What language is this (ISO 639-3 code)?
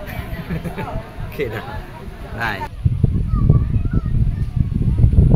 msa